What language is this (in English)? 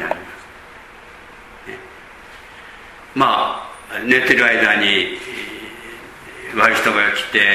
Japanese